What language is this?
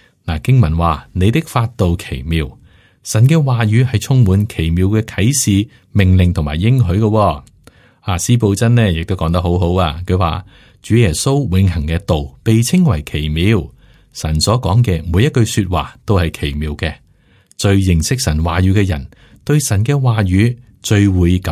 Cantonese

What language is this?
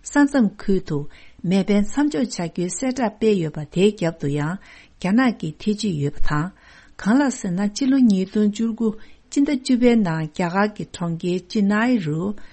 Tibetan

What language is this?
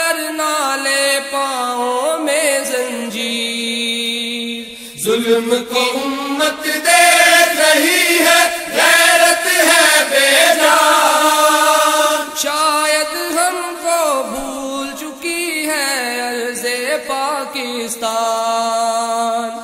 Urdu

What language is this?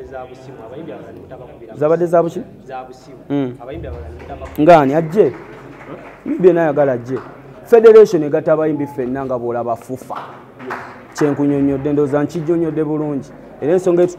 Ganda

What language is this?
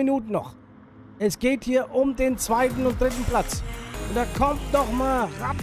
German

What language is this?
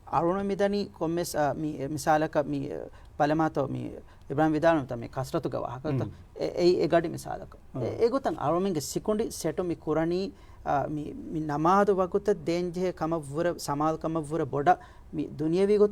Divehi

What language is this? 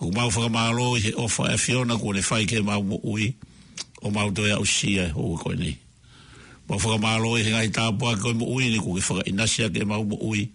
Tongan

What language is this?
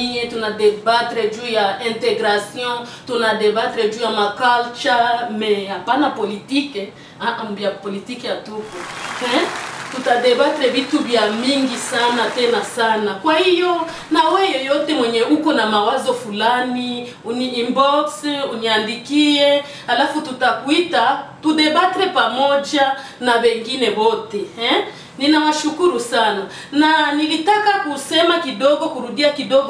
Swahili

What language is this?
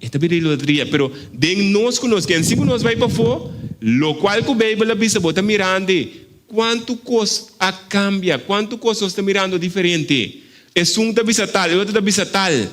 Papiamento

